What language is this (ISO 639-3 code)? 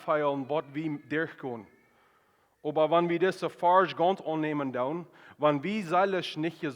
pdt